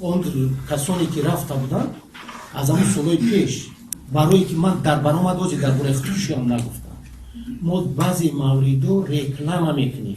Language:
Tajik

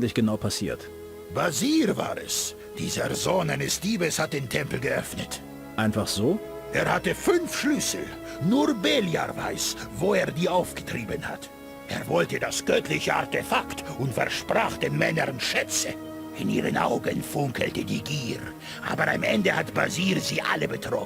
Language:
Bavarian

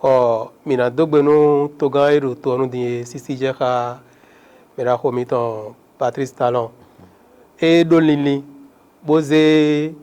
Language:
Fon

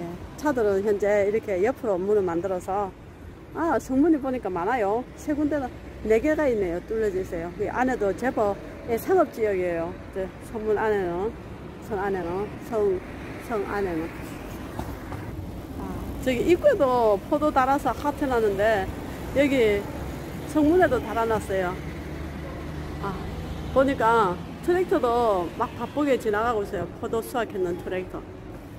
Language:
Korean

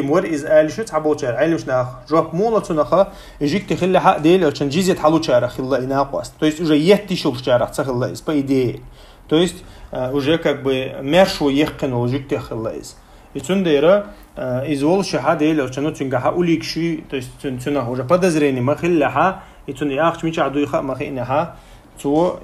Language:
Chechen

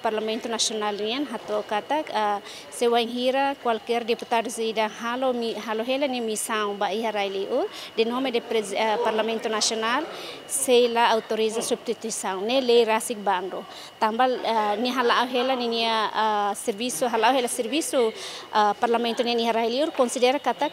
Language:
Tetum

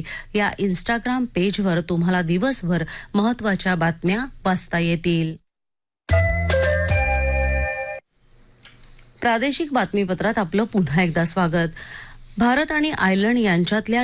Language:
Marathi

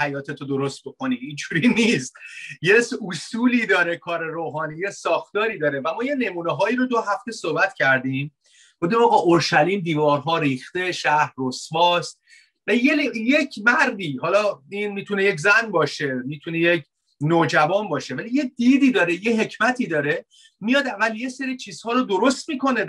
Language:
Persian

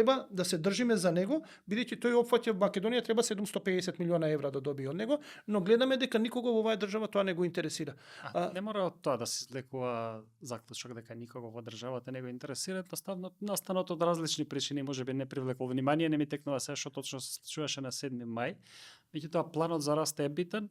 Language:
Macedonian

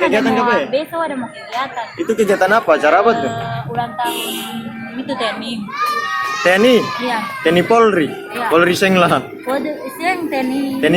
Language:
Ambonese Malay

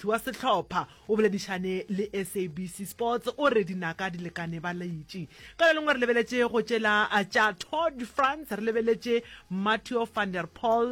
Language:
Northern Sotho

